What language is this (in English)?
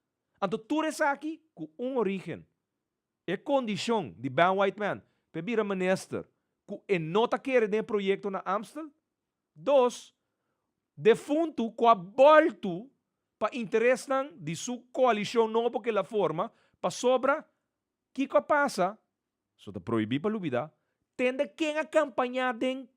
Papiamento